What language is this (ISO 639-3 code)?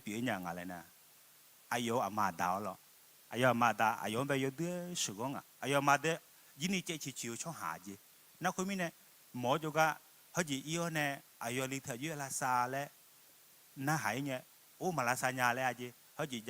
ahk